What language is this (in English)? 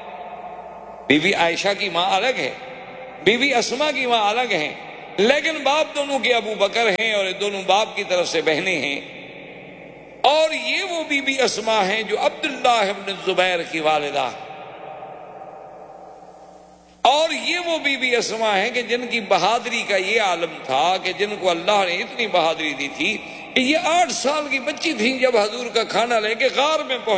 Urdu